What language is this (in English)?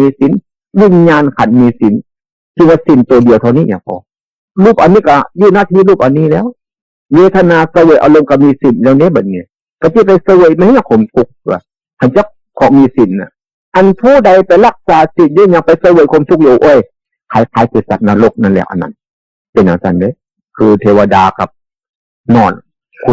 Northeastern Thai